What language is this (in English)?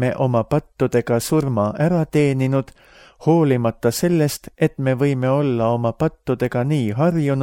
Estonian